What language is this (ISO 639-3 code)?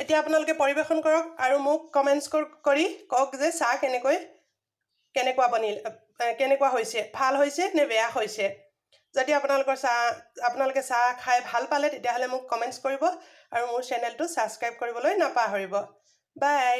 asm